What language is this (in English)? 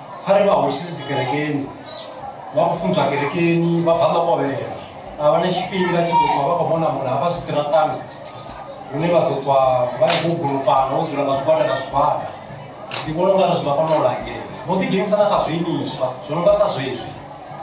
Venda